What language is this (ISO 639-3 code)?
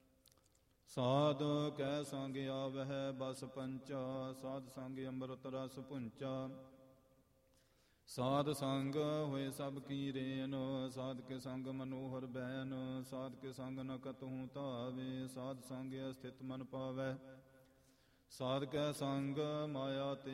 pan